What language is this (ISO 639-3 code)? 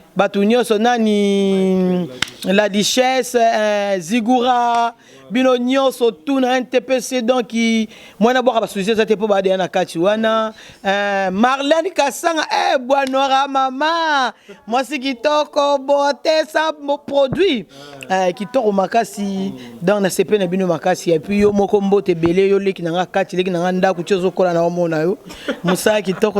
lin